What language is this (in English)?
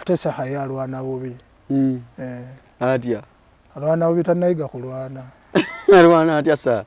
Ganda